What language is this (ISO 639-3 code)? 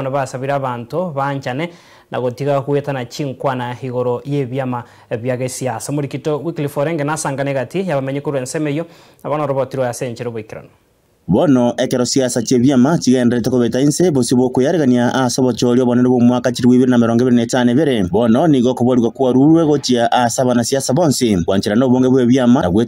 guz